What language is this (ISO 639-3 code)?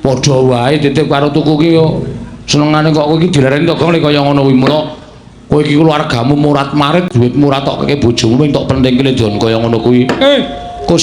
jav